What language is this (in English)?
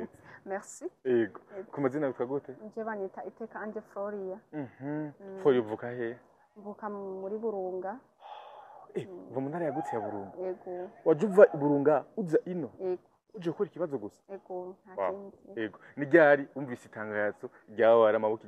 Rundi